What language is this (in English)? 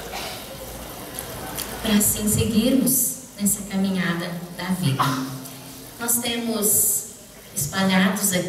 Portuguese